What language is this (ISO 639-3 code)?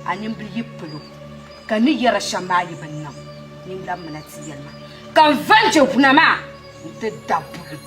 dag